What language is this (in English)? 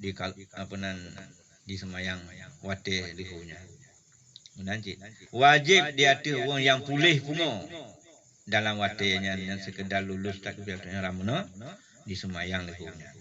Achinese